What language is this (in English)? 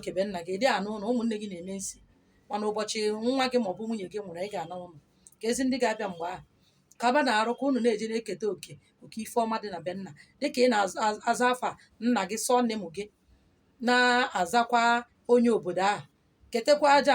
Igbo